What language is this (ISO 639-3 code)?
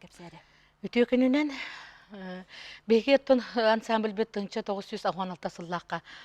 sah